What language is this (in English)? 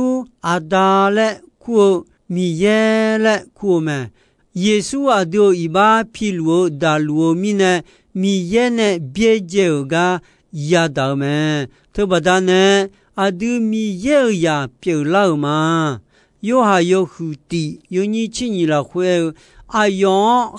Akha